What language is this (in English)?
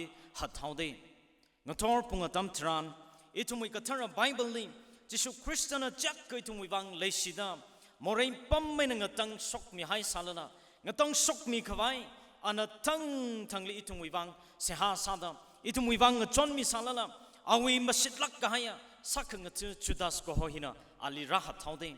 Tangkhul Naga (India)